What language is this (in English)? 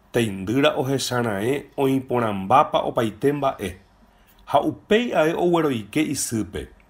Guarani